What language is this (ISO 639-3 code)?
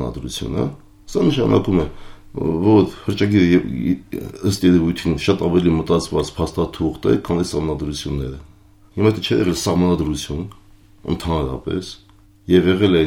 hye